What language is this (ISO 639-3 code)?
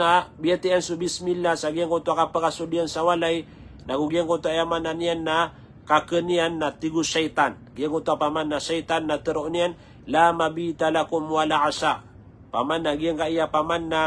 mrw